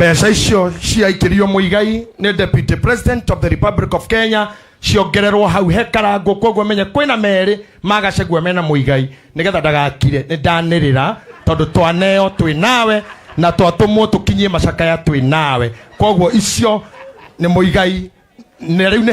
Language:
Kikuyu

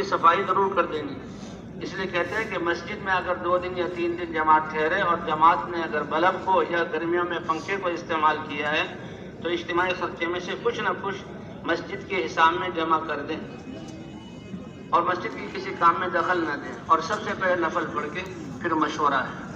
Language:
Urdu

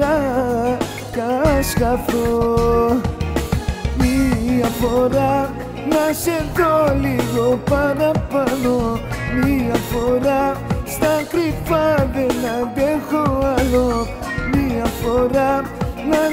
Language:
Greek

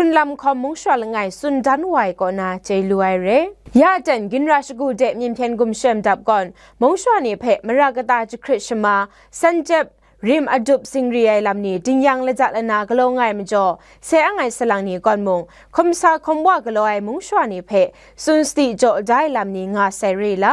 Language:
Kachin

